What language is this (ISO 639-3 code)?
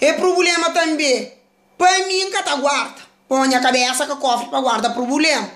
kea